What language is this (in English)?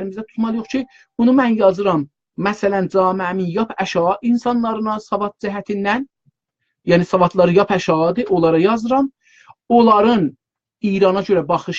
South Azerbaijani